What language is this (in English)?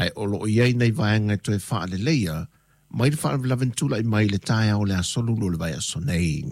Samoan